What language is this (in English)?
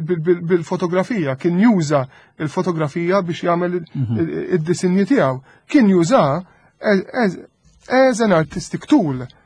Maltese